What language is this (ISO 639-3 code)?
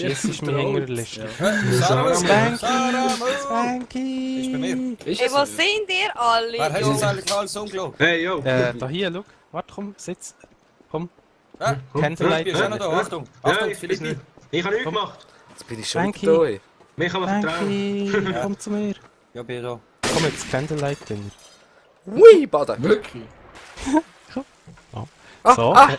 gsw